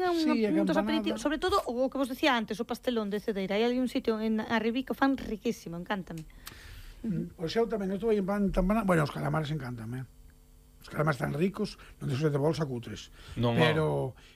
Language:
Galician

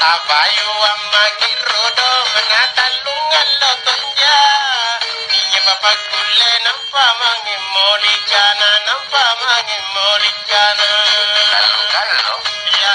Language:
Makasar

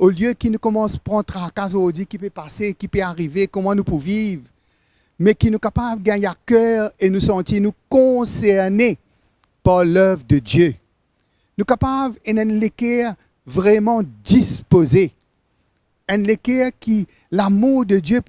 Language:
Morisyen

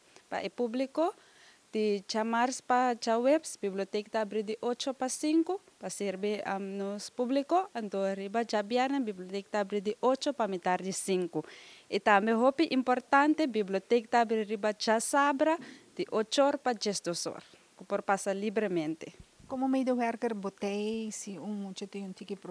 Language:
Papiamento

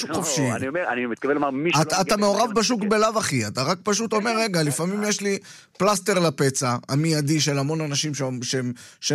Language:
Hebrew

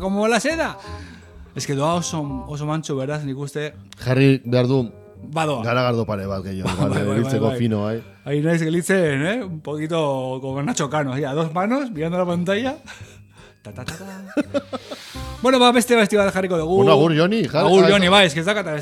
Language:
Basque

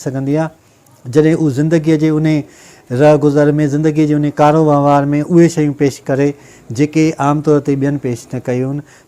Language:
Sindhi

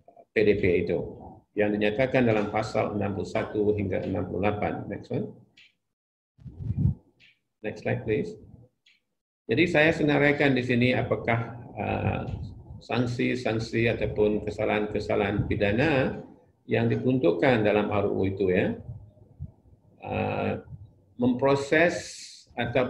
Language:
Malay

